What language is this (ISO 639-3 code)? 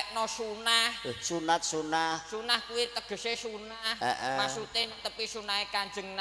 jav